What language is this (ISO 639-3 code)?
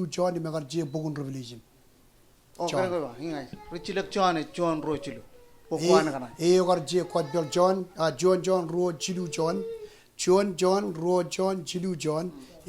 mah